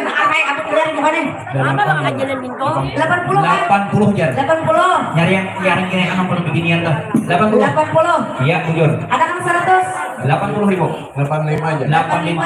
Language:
Banjar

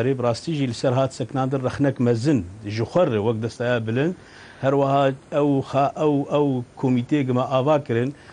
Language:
Kurdish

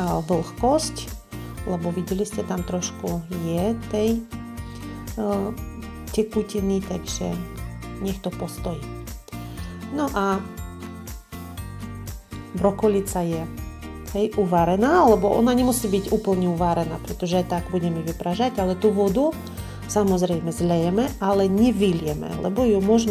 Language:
Slovak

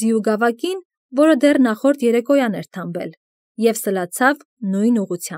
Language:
Armenian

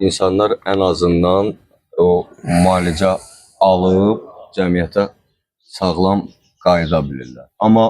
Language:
Azerbaijani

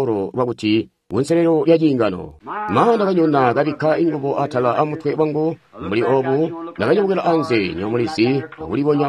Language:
Tonga (Zambia)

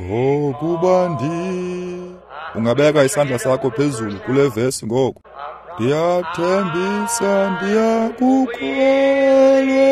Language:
Xhosa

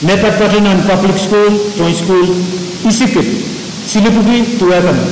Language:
Pohnpeian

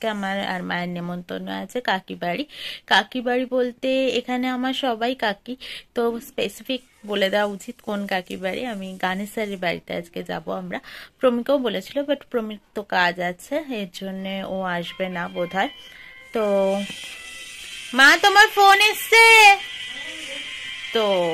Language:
Bangla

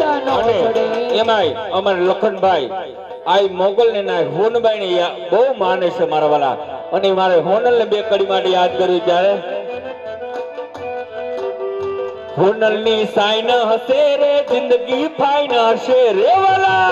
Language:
Gujarati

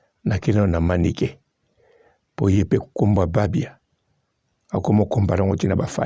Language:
Lingala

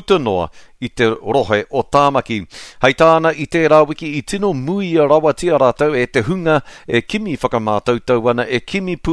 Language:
Māori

